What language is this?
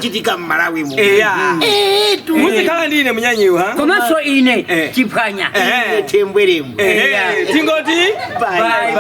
Nyanja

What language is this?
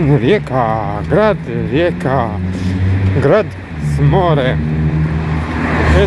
Croatian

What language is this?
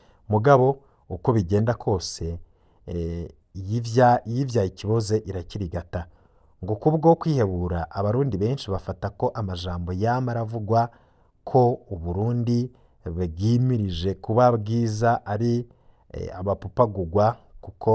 Rundi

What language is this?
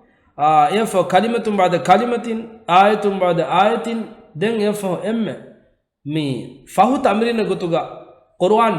Divehi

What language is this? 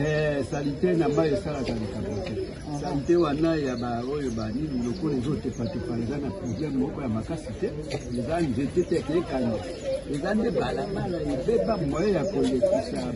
Lingala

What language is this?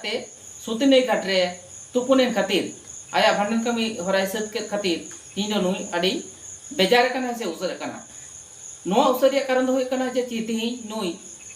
Santali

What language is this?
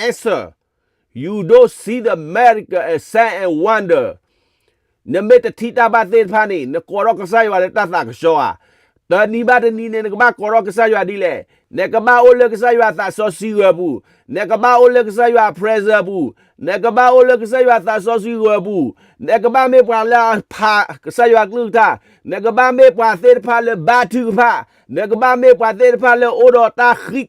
S'gaw Karen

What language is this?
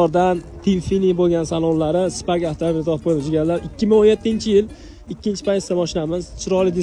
Uzbek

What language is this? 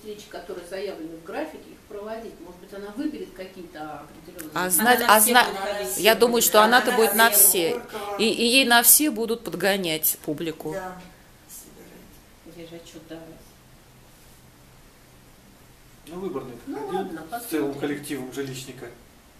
Russian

